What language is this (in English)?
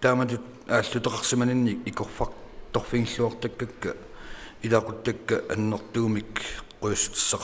Kalaallisut